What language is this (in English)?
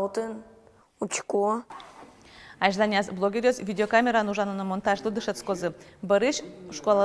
Udmurt